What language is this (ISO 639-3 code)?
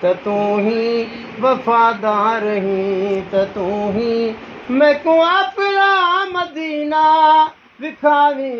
skr